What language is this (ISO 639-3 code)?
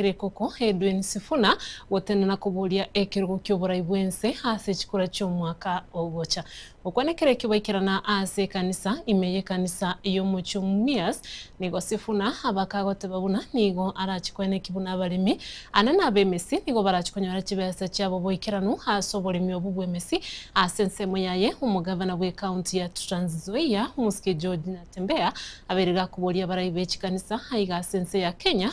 guz